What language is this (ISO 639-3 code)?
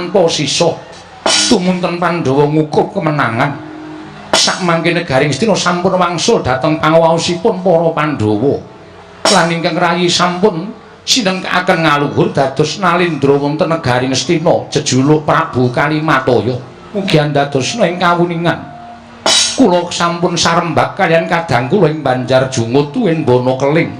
jav